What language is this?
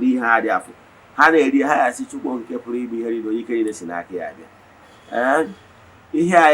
Igbo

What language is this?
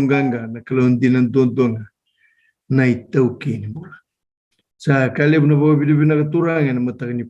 Fijian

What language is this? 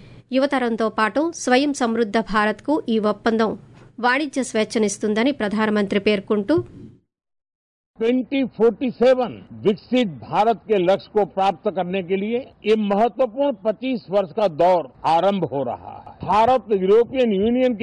Telugu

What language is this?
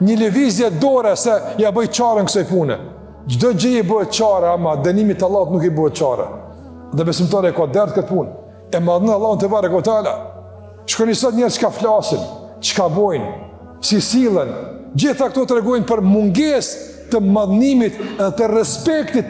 Albanian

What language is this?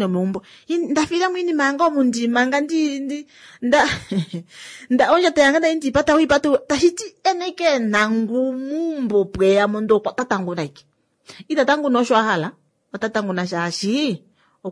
Kuanyama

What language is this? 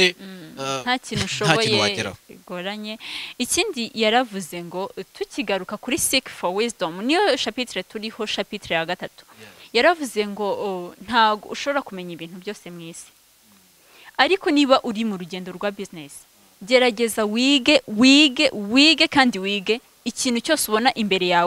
Kinyarwanda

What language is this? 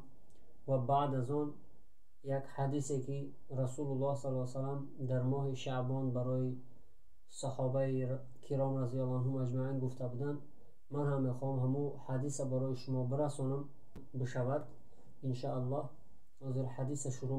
Tajik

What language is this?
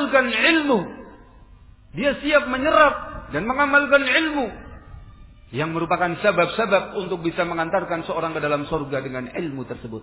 Indonesian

